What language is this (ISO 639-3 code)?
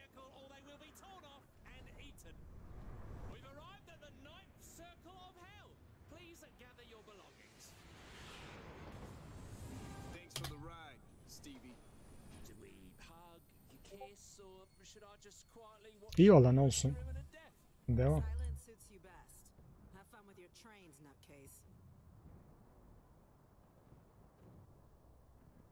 tur